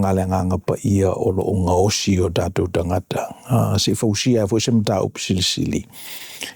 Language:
Samoan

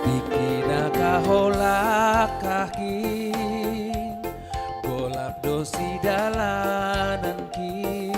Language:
Batak Simalungun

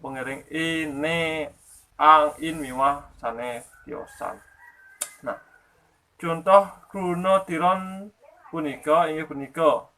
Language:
Balinese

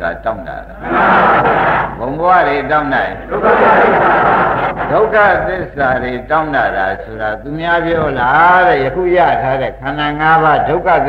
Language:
Burmese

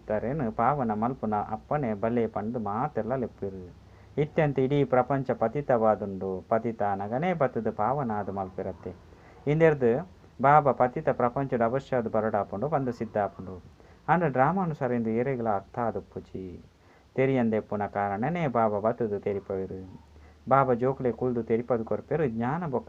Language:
Tulu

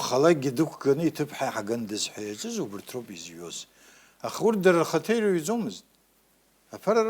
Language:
Abkhazian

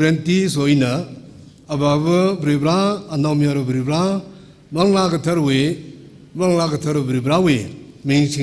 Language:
Tangkhul Naga (India)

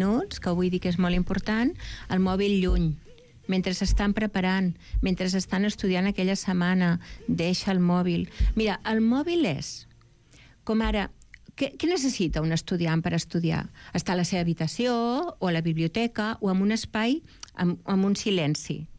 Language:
Catalan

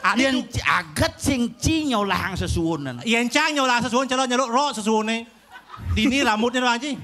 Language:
Balinese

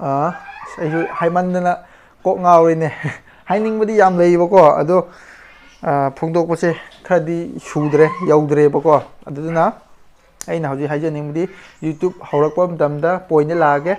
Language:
Manipuri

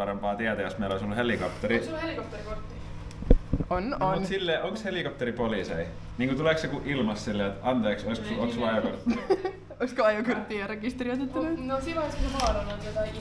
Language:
Finnish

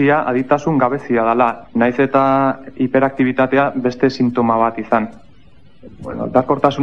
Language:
Basque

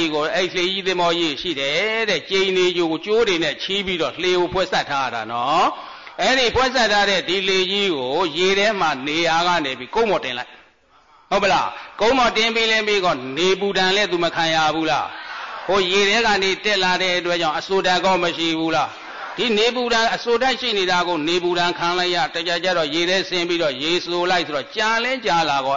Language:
Burmese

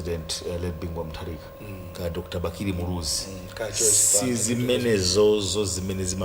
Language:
Nyanja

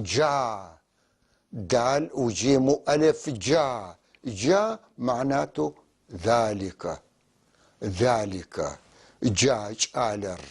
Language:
North Levantine Arabic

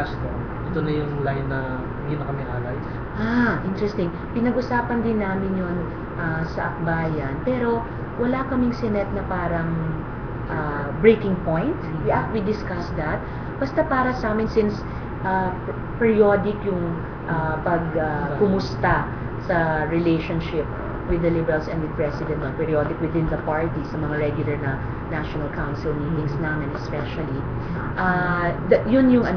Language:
Filipino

